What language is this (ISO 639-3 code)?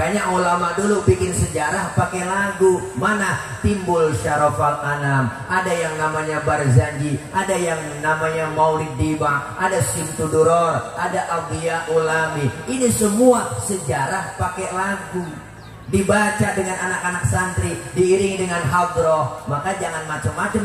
bew